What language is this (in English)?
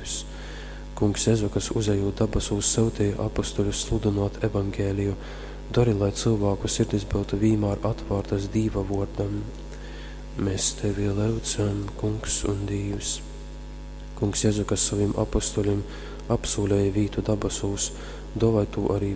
Latgalian